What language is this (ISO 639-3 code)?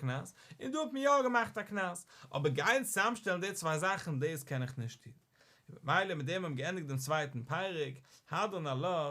yid